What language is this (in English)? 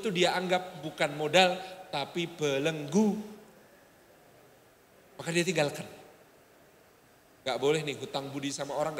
Indonesian